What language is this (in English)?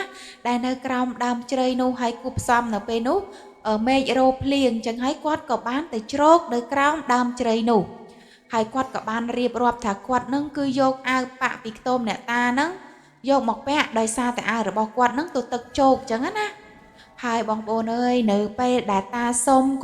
Khmer